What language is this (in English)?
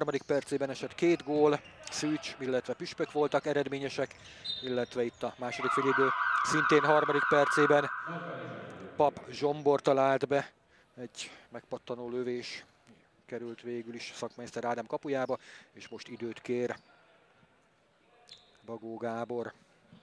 Hungarian